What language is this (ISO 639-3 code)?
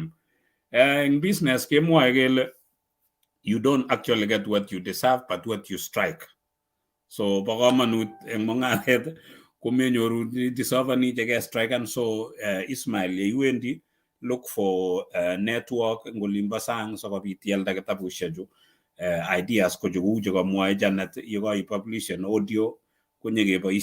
kln